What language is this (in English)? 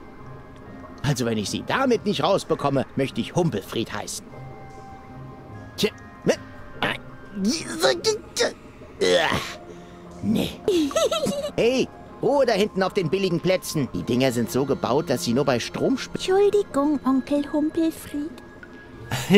German